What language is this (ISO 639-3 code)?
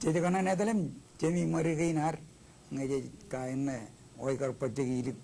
mah